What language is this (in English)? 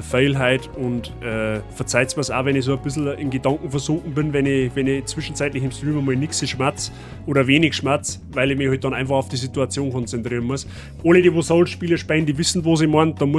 Bavarian